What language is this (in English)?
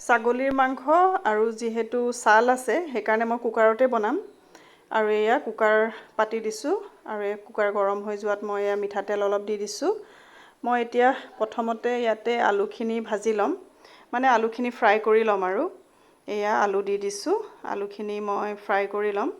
Assamese